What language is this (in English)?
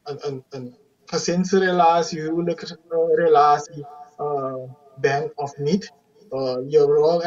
Dutch